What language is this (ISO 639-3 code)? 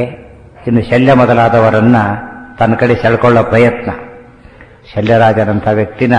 kan